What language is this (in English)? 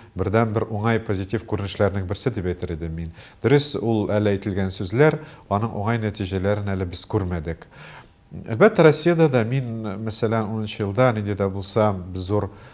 Tatar